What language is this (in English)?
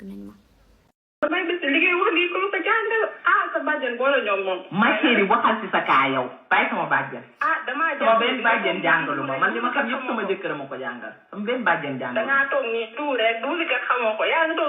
Wolof